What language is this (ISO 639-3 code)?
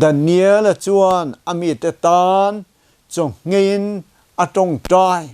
lus